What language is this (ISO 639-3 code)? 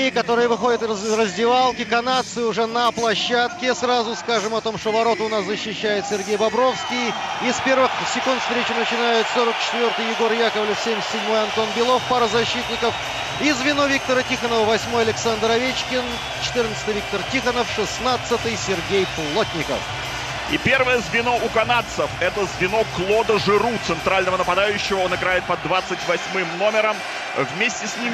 rus